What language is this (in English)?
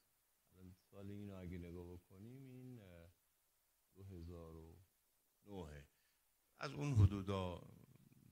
Persian